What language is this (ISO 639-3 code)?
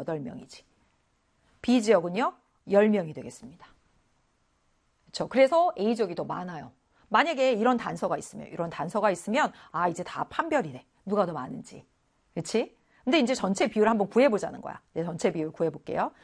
kor